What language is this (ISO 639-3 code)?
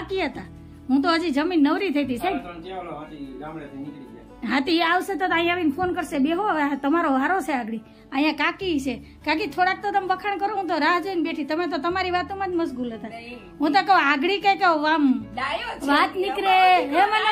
guj